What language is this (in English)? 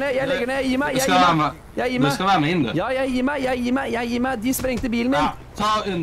Norwegian